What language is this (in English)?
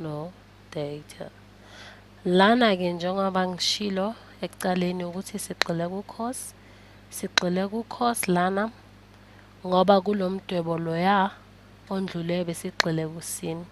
Zulu